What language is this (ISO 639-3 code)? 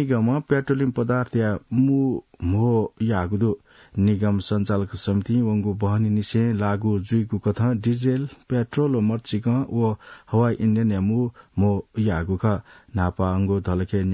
new